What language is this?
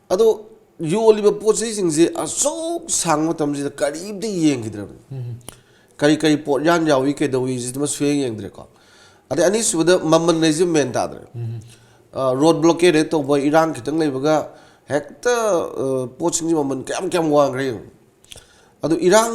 Manipuri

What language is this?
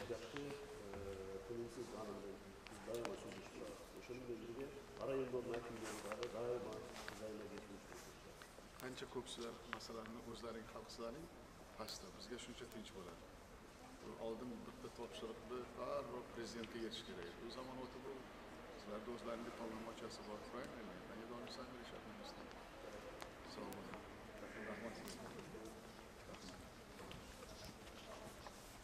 Uzbek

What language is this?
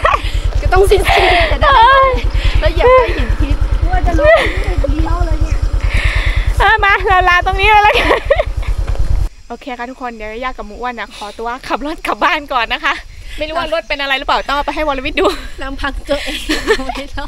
Thai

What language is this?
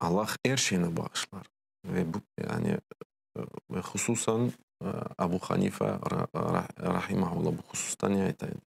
Crimean Tatar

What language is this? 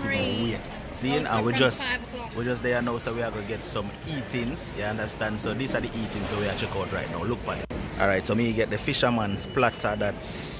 Jamaican Creole English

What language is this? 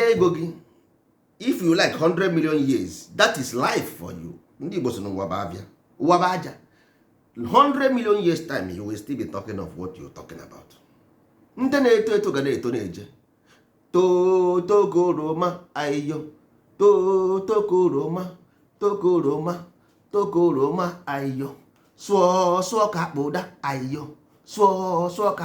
Igbo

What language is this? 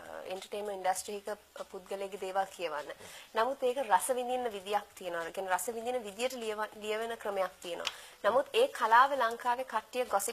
Sinhala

